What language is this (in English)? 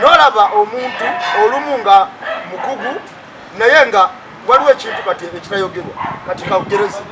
Ganda